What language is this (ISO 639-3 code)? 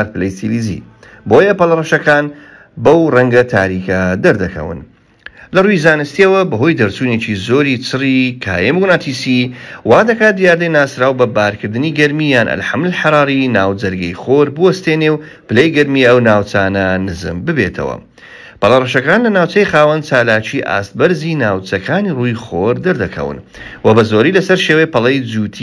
ckb